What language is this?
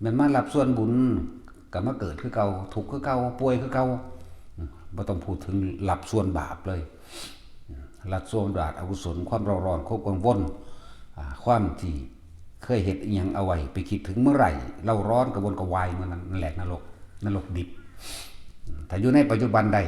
Northeastern Thai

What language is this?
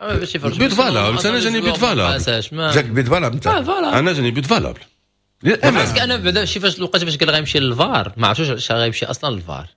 Moroccan Arabic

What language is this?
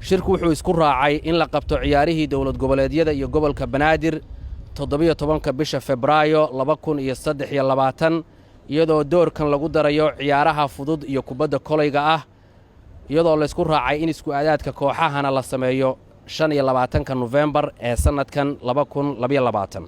Somali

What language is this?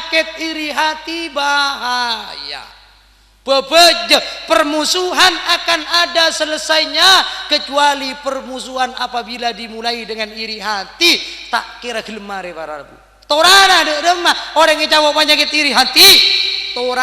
Madurese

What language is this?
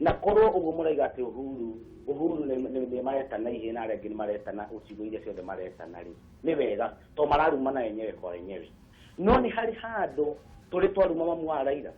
Kikuyu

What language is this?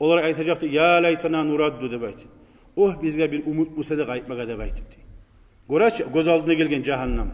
Kumyk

